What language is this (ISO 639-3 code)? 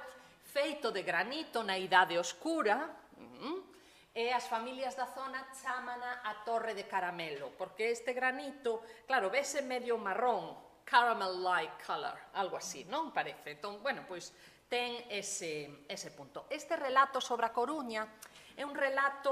glg